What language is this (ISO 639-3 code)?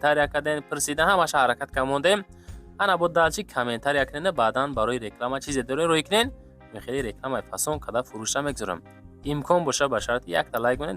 tgk